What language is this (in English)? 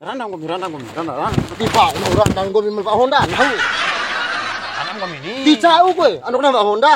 Bima